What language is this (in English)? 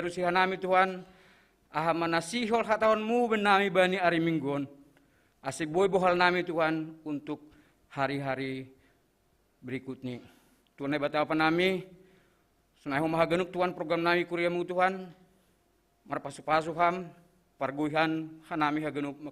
Batak Simalungun